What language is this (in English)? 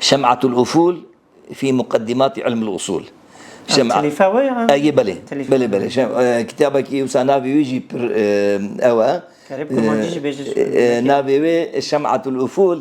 Kurdish